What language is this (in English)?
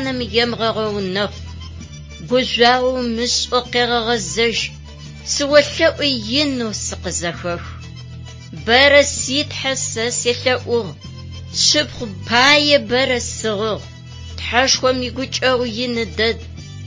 Adyghe